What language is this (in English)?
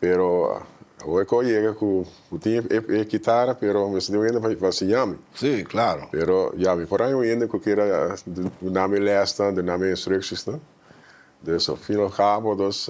Papiamento